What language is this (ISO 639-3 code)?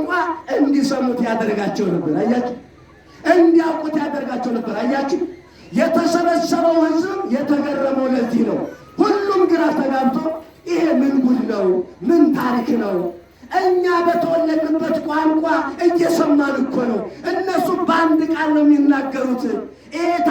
amh